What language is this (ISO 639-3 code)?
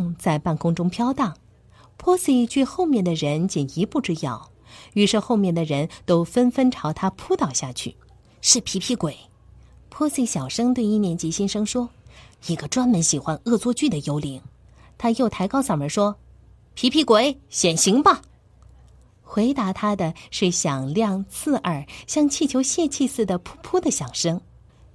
zho